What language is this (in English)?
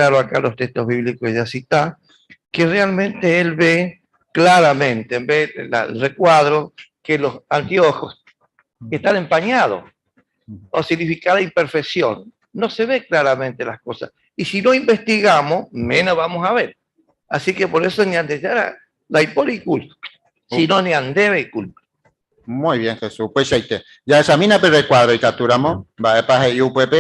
Guarani